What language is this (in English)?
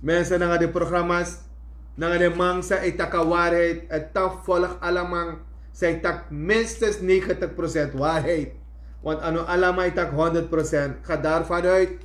Sranan Tongo